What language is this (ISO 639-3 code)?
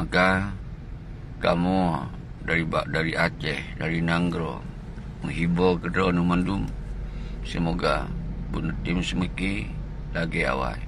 ace